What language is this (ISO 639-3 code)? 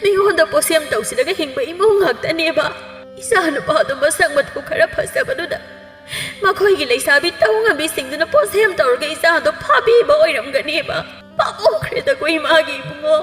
mni